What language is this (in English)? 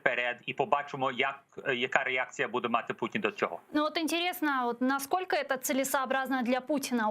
Crimean Tatar